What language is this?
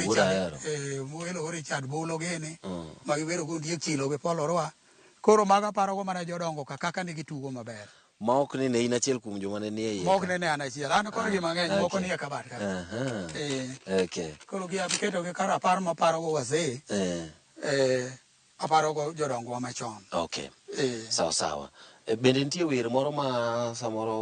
Luo (Kenya and Tanzania)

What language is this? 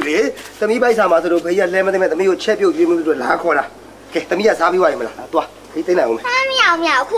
Burmese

